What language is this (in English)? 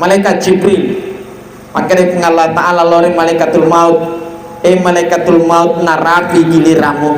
Buginese